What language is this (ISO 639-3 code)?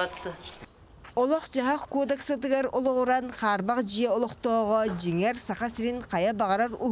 sah